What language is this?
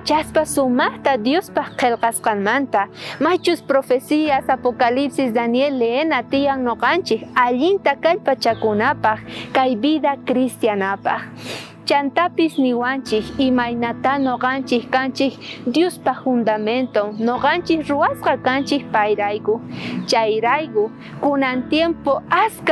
South Bolivian Quechua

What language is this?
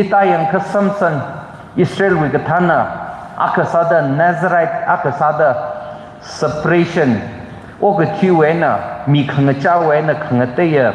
Tangkhul Naga (India)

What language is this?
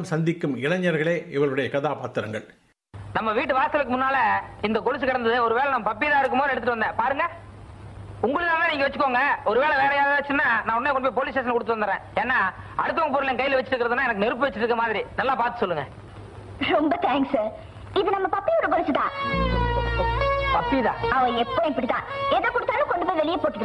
Tamil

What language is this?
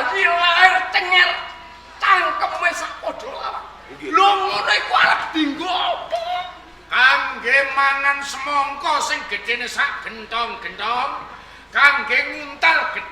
Javanese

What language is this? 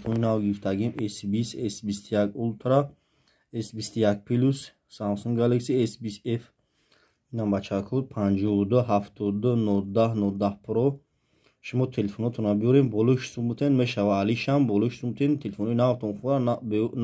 Tajik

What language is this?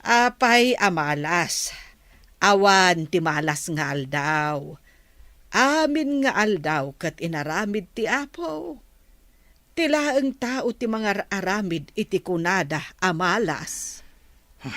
Iloko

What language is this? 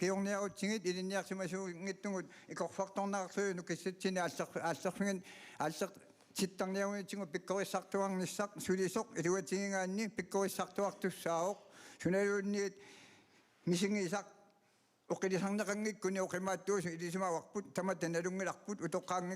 Kalaallisut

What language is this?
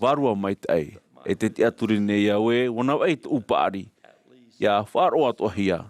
Tahitian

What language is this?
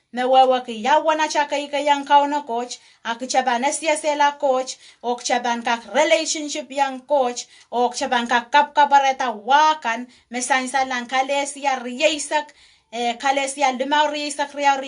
Pohnpeian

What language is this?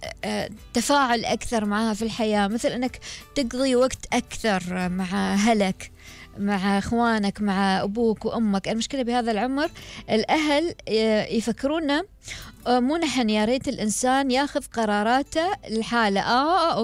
Gulf Arabic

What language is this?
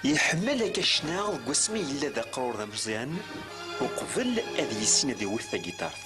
Kabyle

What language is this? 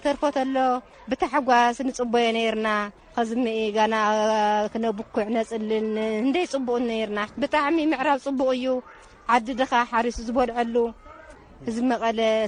Tigrinya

